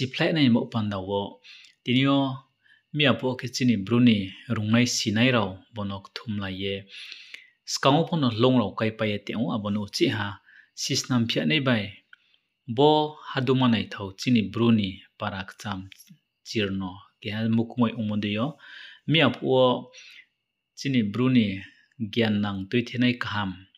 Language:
Riang (India)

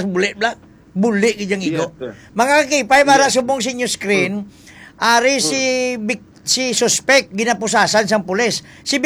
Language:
Hiligaynon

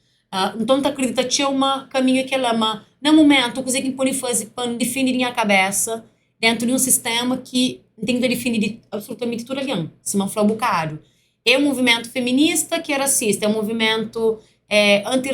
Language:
Kabuverdianu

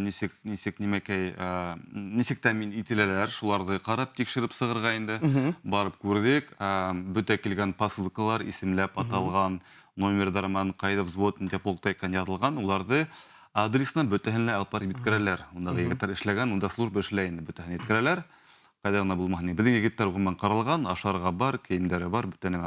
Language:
Bashkir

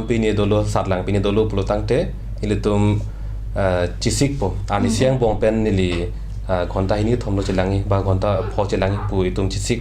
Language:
Karbi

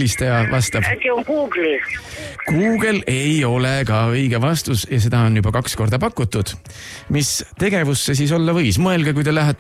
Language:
Estonian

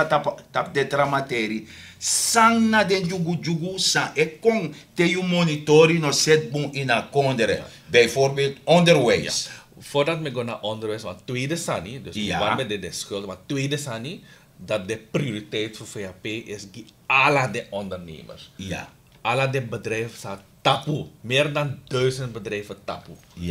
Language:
Sranan Tongo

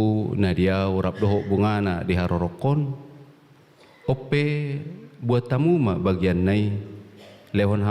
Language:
Batak Toba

